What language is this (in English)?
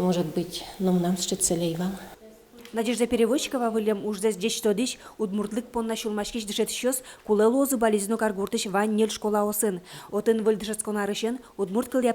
Udmurt